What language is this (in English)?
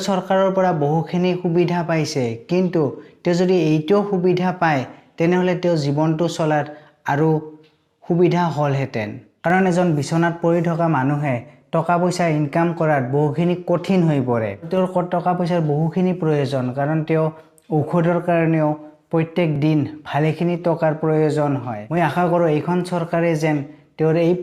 Assamese